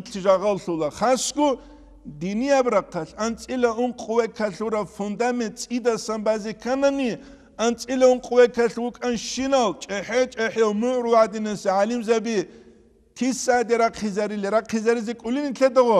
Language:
Avaric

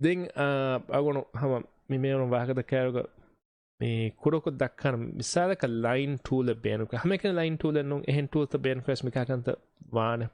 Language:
Divehi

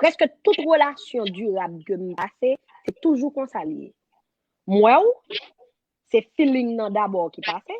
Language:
Haitian Creole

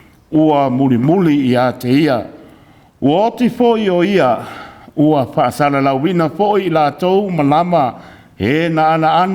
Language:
Samoan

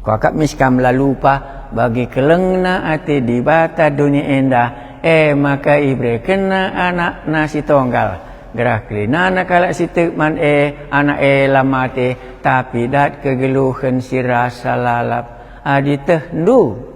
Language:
Batak Karo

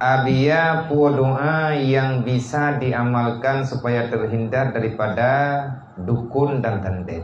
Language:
Achinese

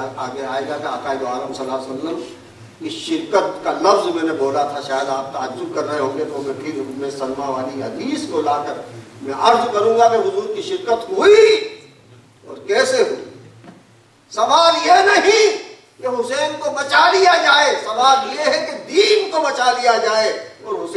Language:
Urdu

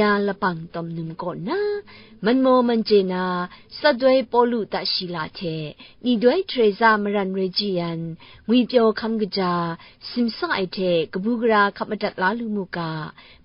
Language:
Kachin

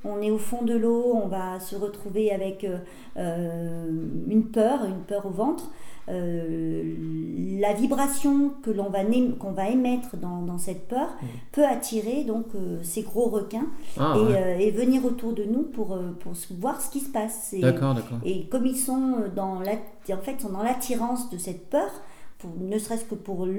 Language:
French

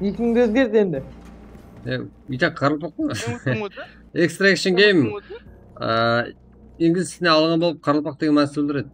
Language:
Kara-Kalpak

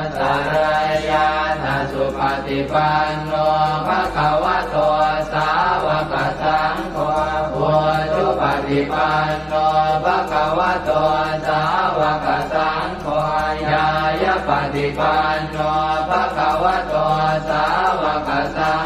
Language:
Pali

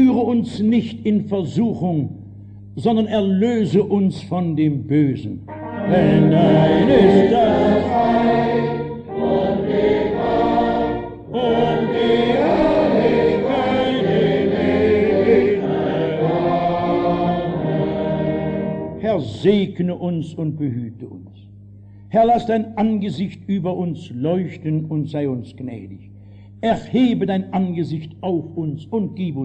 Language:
German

